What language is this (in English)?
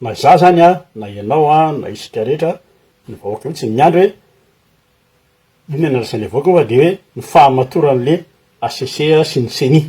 Malagasy